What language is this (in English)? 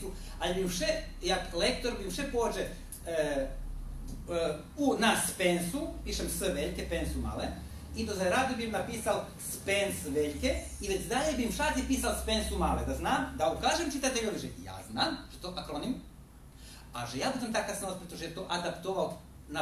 Rusyn